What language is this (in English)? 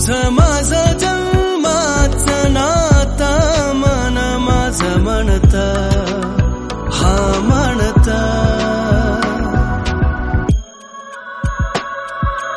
Marathi